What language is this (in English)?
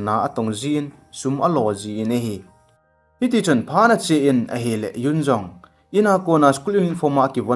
Thado Chin